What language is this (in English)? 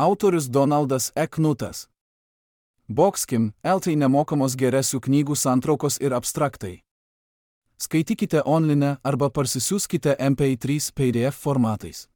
Lithuanian